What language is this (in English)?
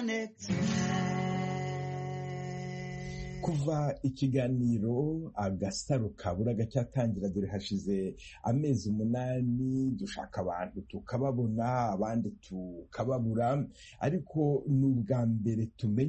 Kinyarwanda